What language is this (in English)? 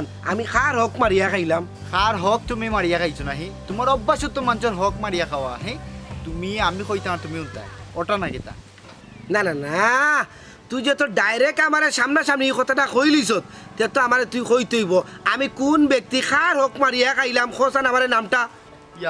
Sylheti